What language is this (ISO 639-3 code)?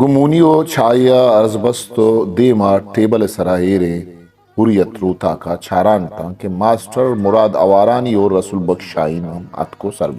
bgp